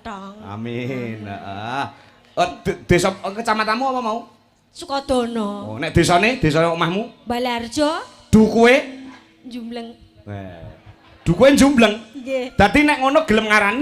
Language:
Javanese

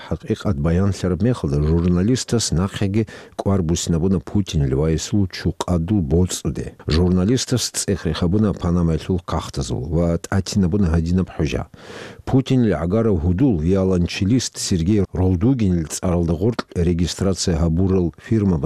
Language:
Avaric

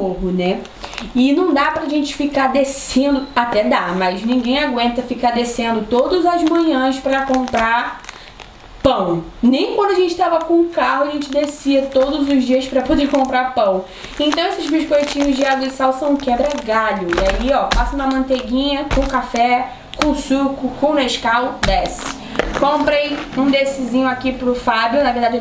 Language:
Portuguese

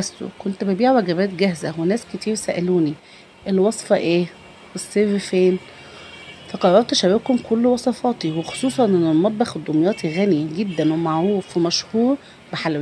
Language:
Egyptian Arabic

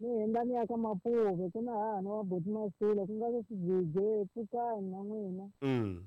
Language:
Tsonga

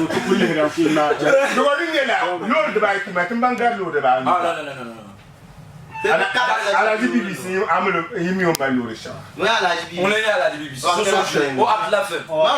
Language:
Dagbani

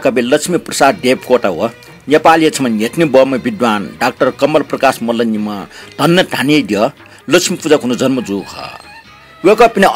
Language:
Newari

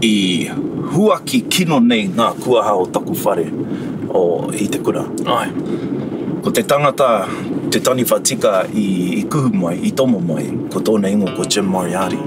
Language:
Māori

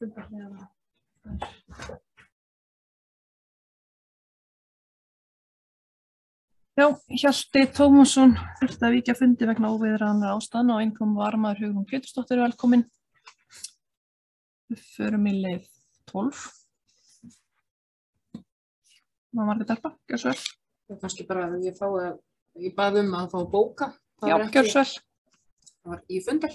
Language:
Icelandic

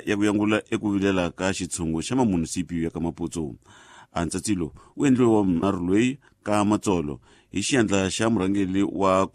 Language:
Tsonga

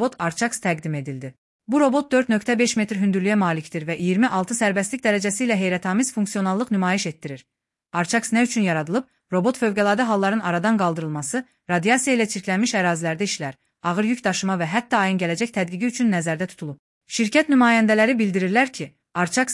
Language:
Azerbaijani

